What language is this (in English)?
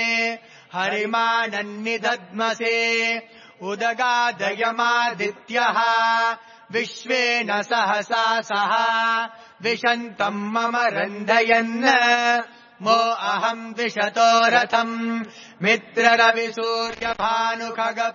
Sanskrit